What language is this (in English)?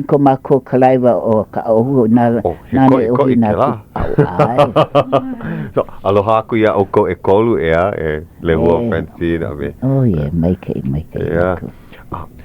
Hawaiian